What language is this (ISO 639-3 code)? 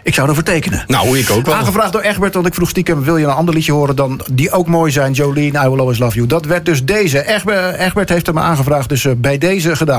nld